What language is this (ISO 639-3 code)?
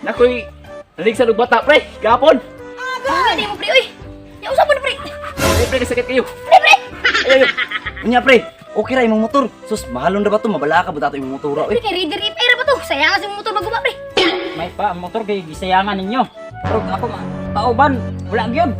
ceb